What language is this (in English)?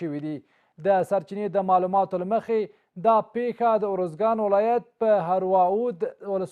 Pashto